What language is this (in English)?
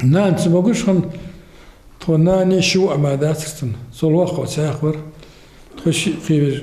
Ingush